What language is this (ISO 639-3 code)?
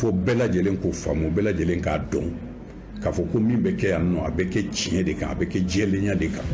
bam